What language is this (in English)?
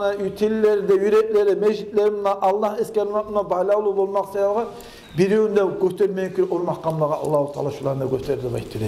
Kumyk